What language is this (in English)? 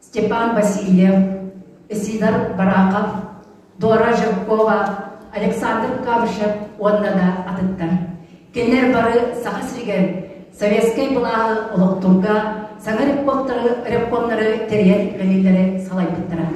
Yakut